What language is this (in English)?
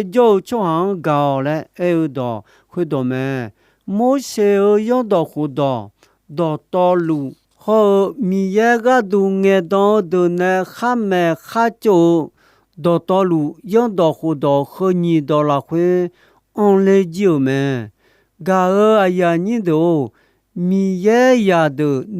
Akha